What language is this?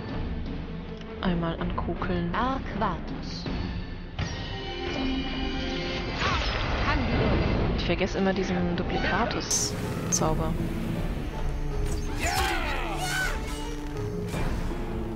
German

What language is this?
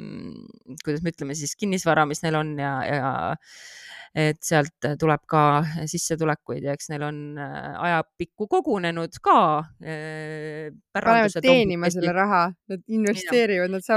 Estonian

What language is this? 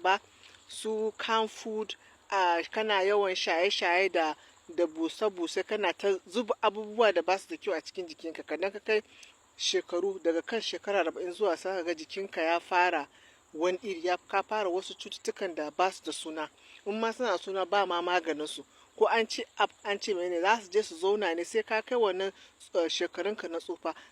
Hausa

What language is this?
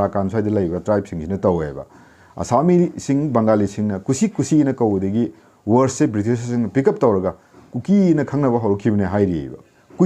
Manipuri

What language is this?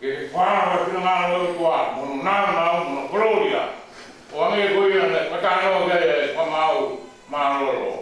Tongan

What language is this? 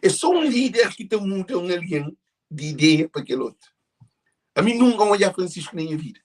Kabuverdianu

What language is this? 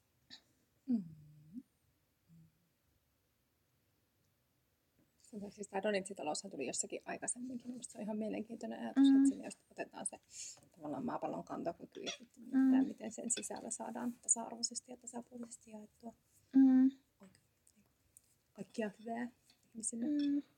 Finnish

